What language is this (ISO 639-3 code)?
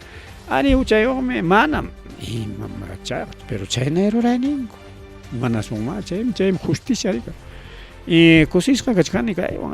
quy